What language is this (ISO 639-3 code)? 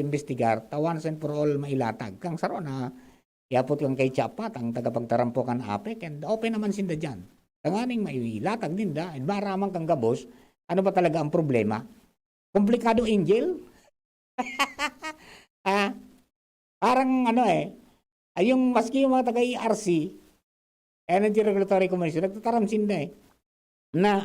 bik